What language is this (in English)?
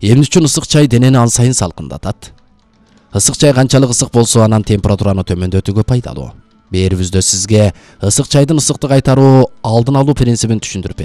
Kyrgyz